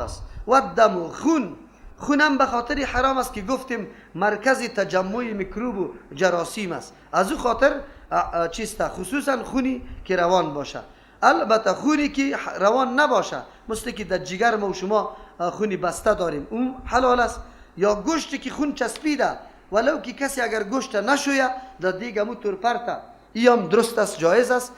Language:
Persian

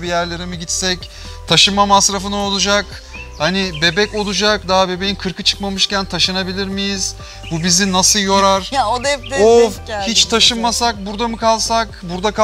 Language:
Turkish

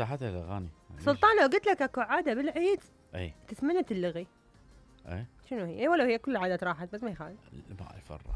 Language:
Mesopotamian Arabic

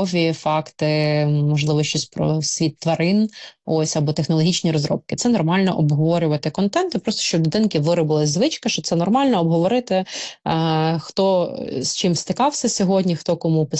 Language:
Ukrainian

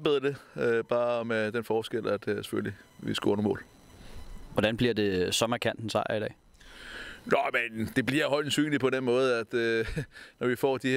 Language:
Danish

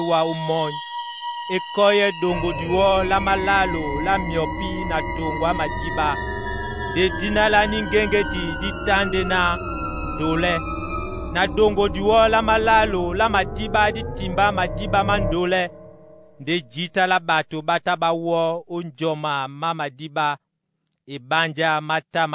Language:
Duala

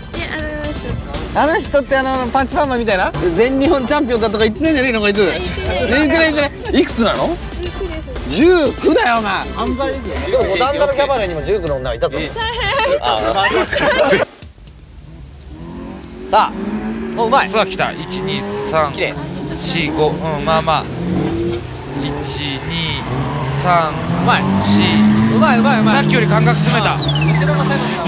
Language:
Japanese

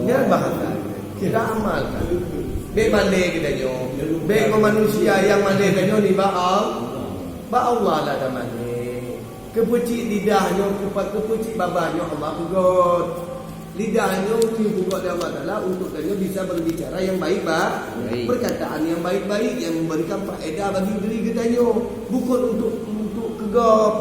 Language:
Achinese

